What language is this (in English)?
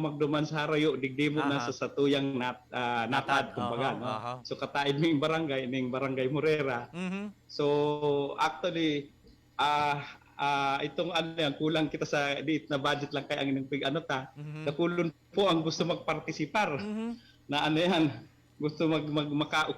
Bikol